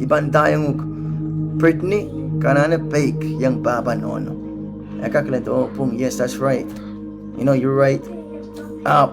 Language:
Pohnpeian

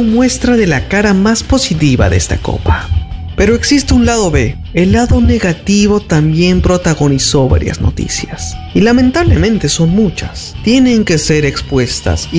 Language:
Spanish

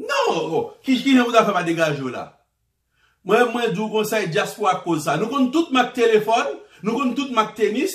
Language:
Haitian Creole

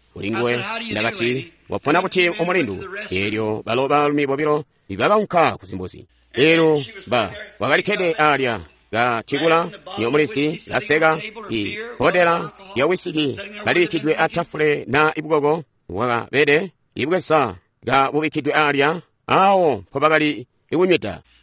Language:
Tonga (Zambia)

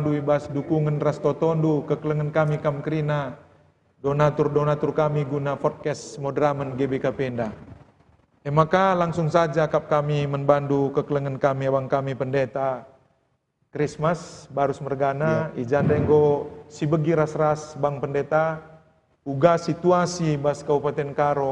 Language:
Batak Karo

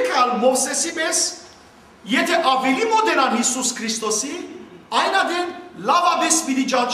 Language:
Western Armenian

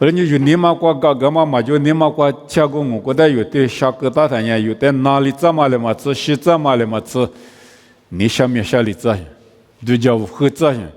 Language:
Lisu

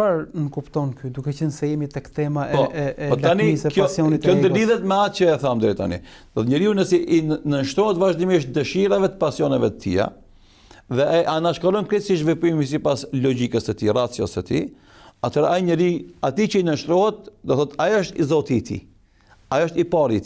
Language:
Albanian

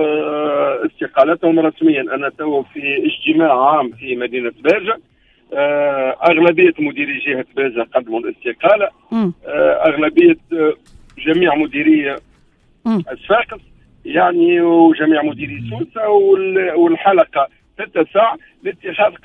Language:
Tunisian Arabic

